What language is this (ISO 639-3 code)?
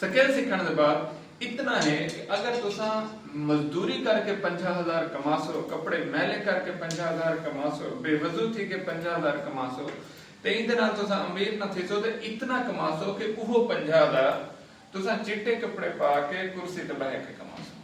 skr